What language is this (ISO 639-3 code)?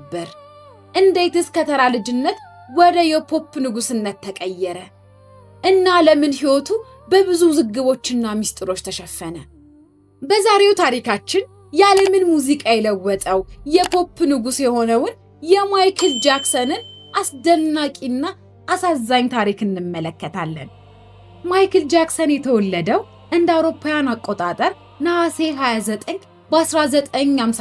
amh